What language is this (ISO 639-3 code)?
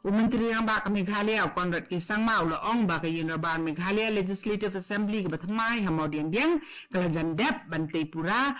kha